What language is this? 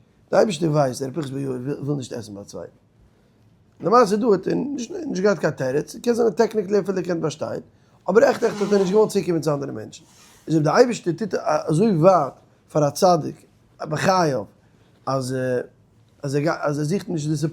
Yiddish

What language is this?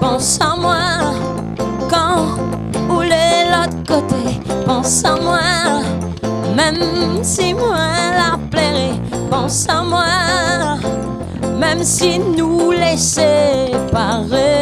Réunion Creole French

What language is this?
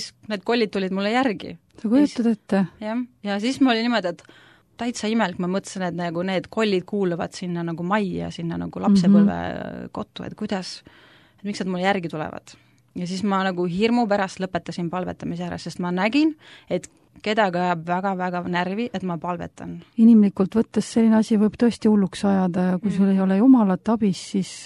Estonian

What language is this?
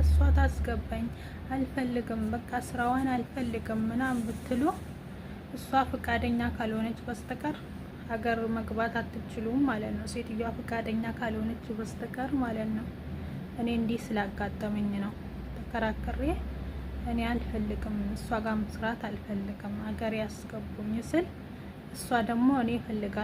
Amharic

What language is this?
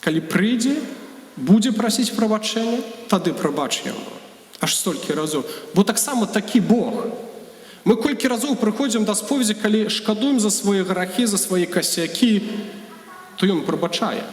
Belarusian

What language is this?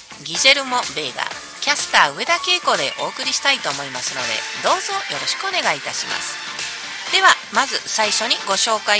Japanese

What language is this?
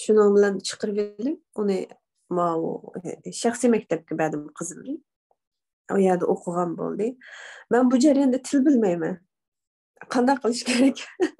Uyghur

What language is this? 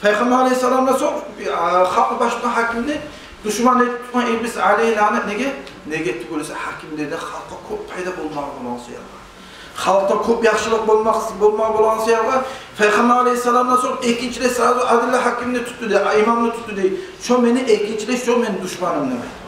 Kumyk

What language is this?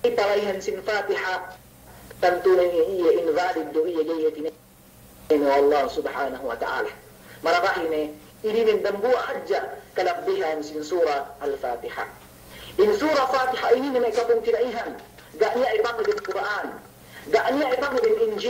Yakan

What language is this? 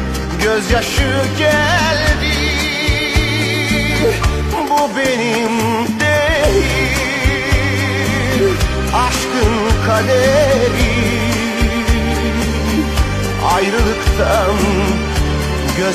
Turkish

